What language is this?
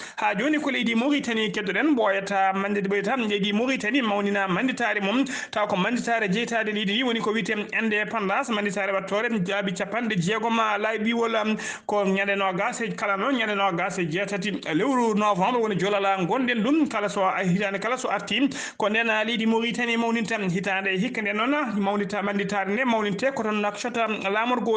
Fula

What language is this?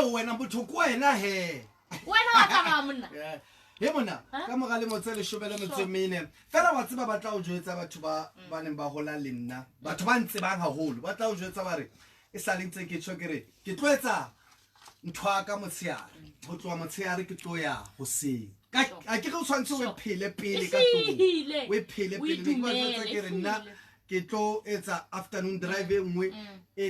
Southern Sotho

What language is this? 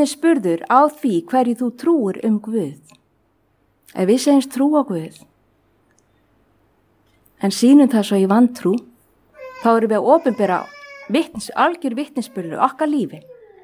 Icelandic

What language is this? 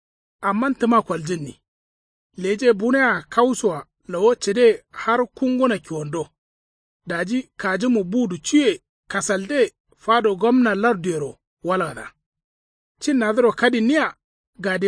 Kanuri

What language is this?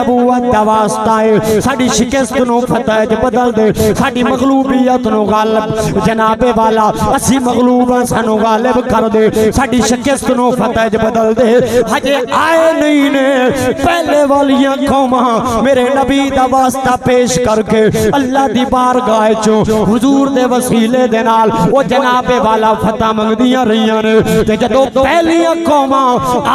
Saraiki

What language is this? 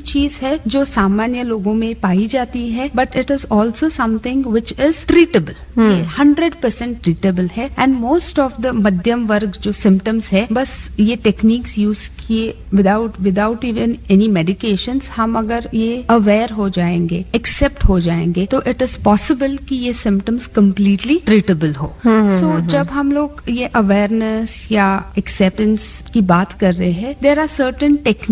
Hindi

